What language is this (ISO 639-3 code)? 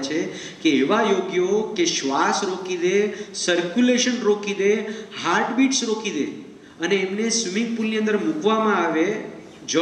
guj